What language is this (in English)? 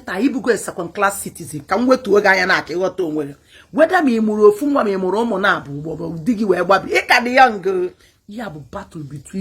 Igbo